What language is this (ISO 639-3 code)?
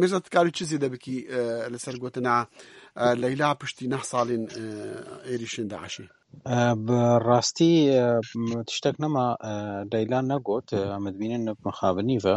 kur